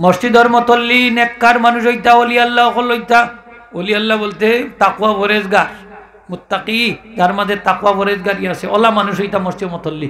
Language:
Sylheti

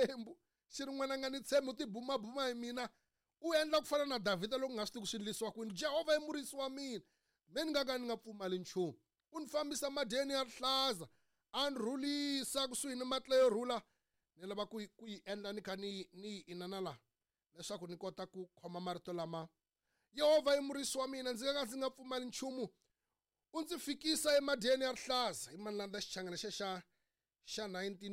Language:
Tsonga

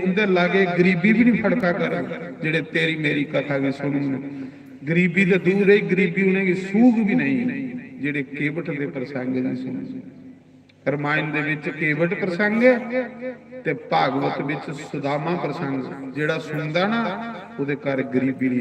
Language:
Dogri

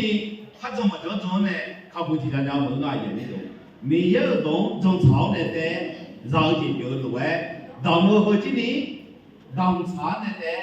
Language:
Akha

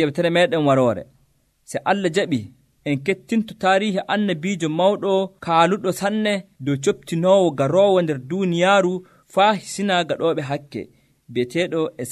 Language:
Nigerian Fulfulde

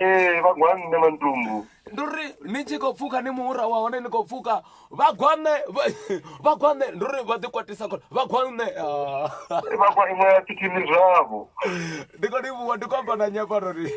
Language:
Venda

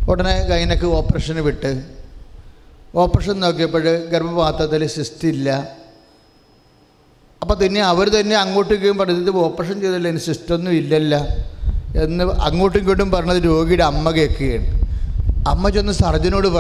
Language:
Malayalam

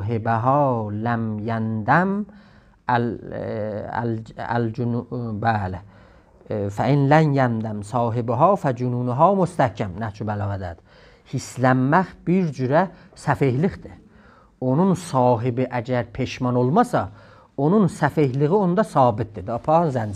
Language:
South Azerbaijani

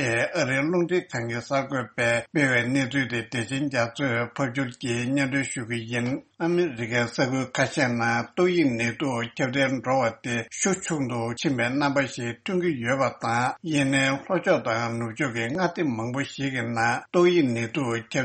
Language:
Tibetan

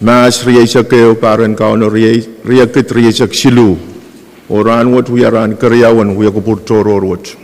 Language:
Pohnpeian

